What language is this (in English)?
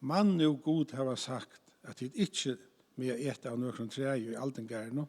Faroese